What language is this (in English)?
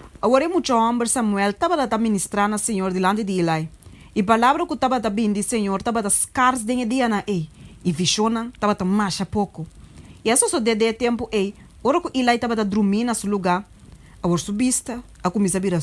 Papiamento